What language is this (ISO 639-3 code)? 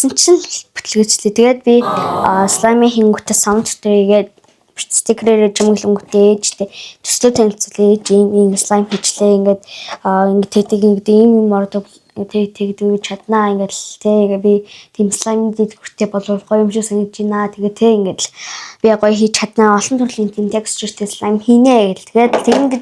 mon